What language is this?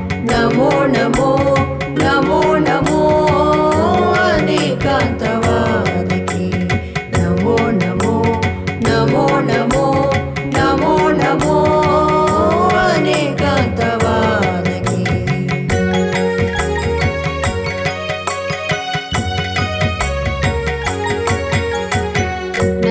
Kannada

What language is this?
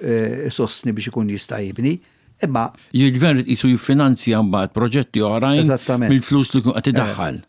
Maltese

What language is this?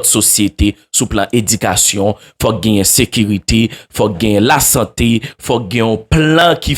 Haitian Creole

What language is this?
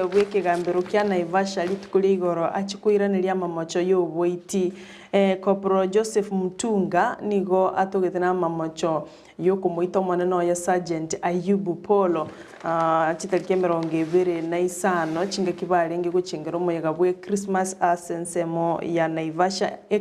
Gusii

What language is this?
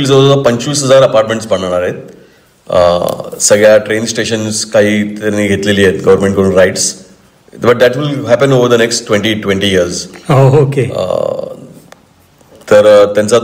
Marathi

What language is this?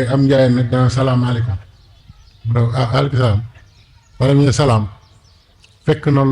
Wolof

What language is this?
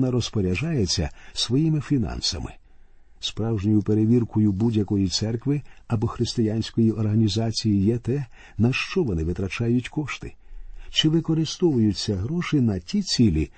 Ukrainian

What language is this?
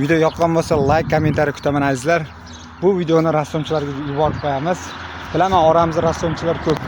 Uzbek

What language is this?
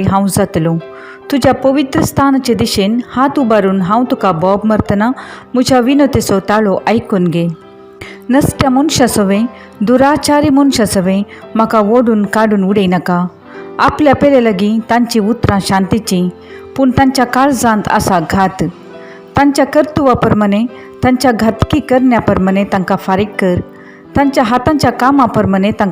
Konkani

